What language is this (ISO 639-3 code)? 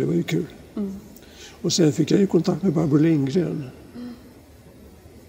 swe